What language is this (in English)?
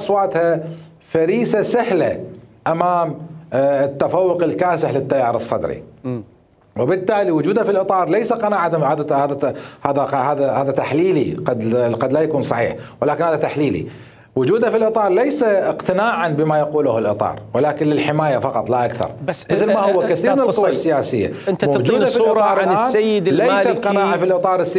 Mesopotamian Arabic